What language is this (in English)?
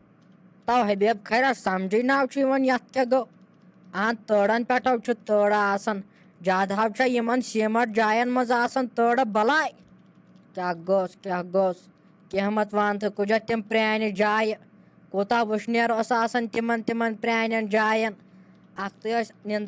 Kashmiri